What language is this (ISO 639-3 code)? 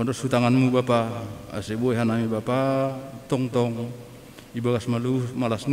bts